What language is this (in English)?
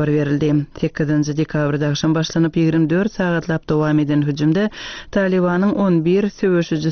Turkmen